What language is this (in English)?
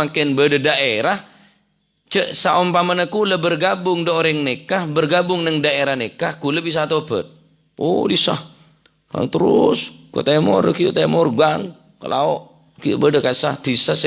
Madurese